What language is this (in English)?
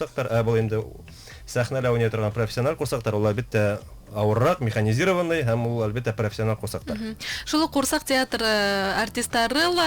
Bashkir